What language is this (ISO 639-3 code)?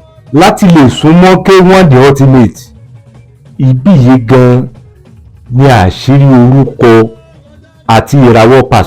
yor